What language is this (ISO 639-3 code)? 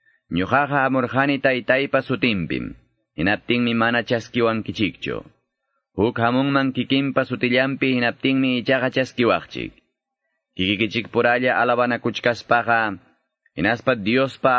que